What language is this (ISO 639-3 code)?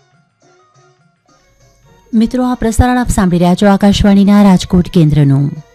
guj